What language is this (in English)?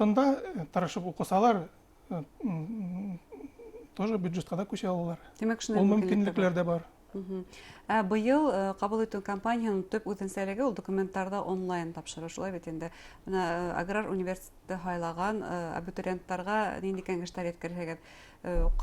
Bashkir